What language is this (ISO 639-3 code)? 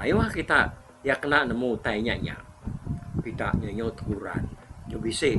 iba